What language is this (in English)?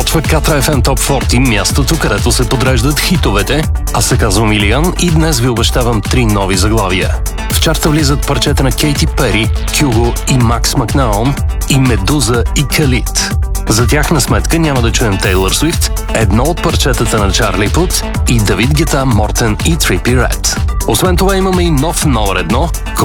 Bulgarian